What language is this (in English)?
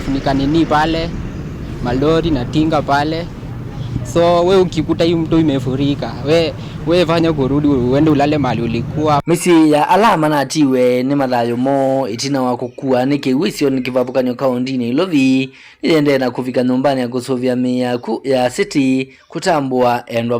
Kamba